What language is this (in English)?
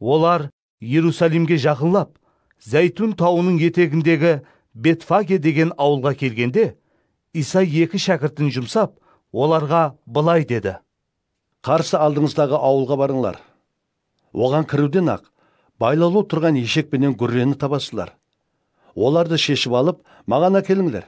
Kara-Kalpak